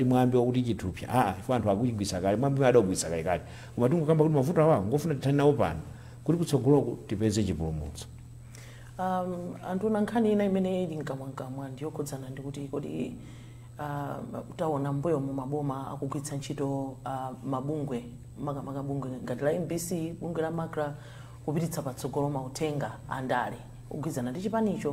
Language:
Nyanja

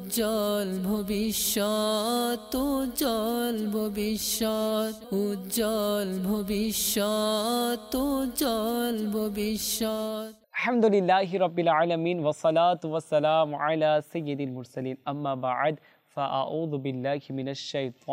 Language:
Bangla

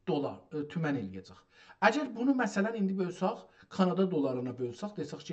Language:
South Azerbaijani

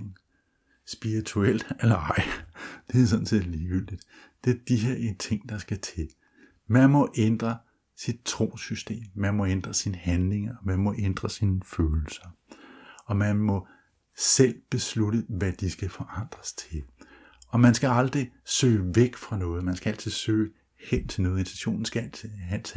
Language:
Danish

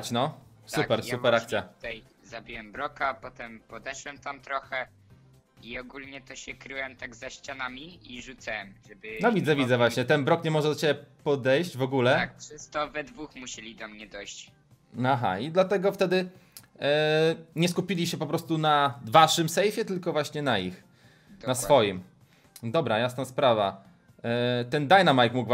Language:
Polish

